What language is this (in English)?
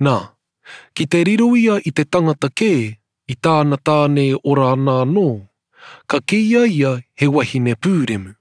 Māori